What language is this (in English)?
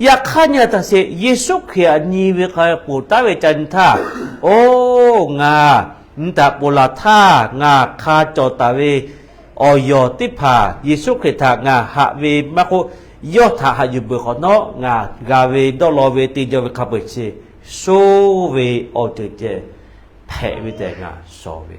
Lahu